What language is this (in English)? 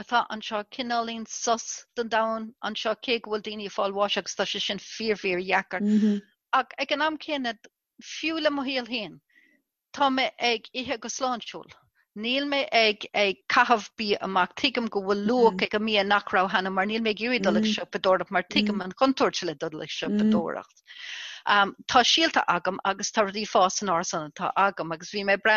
Irish